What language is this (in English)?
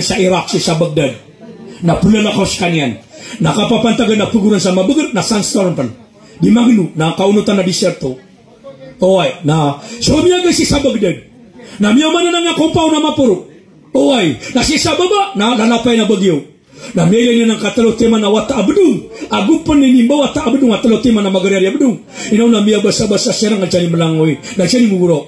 Maranao